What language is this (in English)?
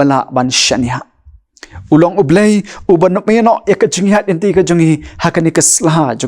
Khasi